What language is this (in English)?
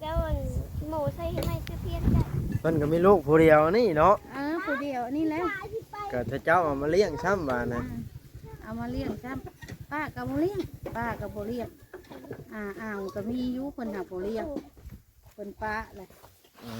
Northeastern Thai